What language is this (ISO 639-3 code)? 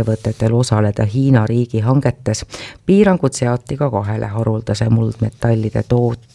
est